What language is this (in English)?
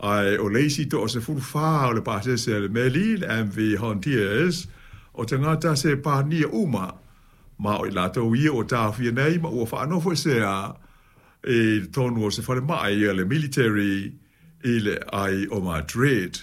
Samoan